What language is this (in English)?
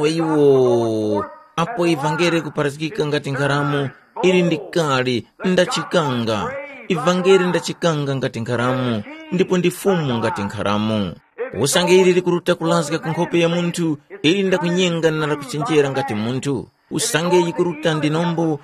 Tumbuka